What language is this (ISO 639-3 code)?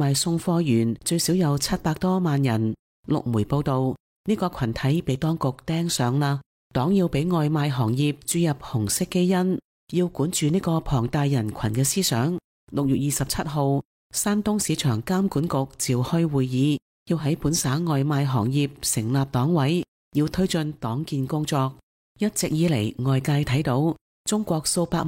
yue